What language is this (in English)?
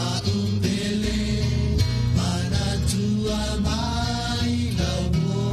Samoan